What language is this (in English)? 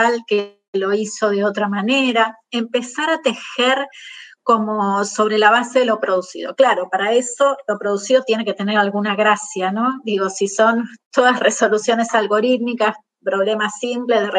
Spanish